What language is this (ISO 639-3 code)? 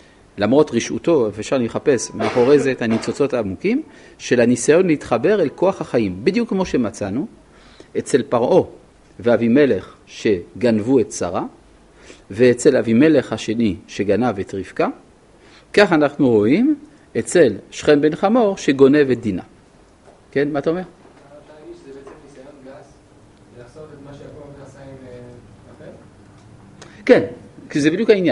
heb